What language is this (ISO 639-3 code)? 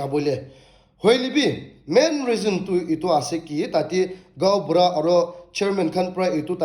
nag